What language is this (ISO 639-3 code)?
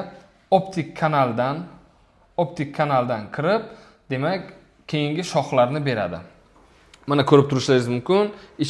uzb